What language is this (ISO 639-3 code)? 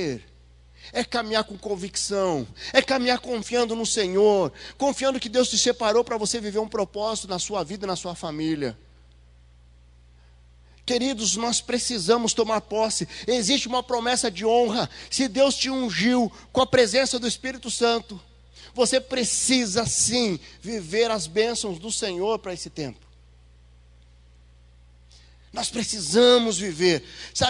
por